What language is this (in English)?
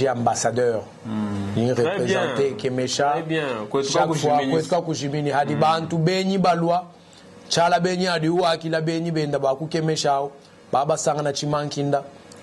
Luba-Lulua